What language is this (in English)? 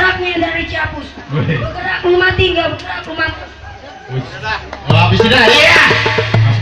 Betawi